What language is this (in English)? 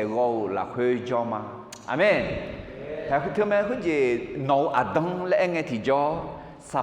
Akha